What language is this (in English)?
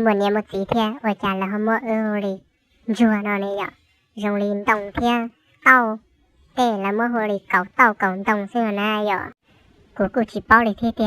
Hmong